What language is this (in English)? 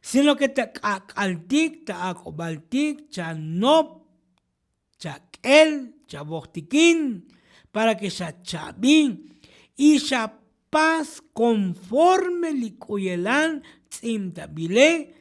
Tzotzil